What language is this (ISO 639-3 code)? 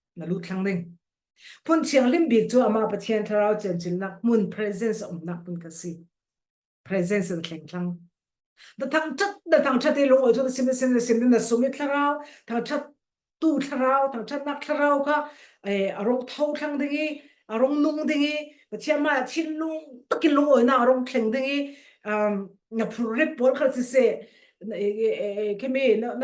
cfm